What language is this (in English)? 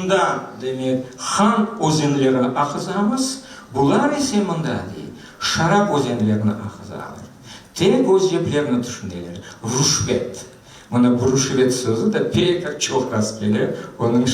Crimean Tatar